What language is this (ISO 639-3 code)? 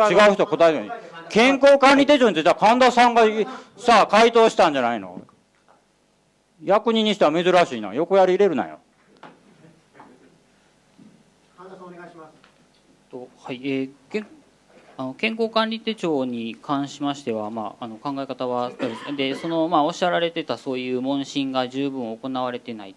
jpn